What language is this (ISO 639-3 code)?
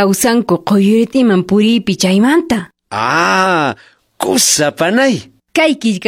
que